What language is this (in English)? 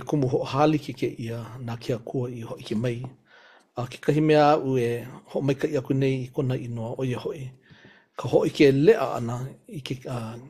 Hawaiian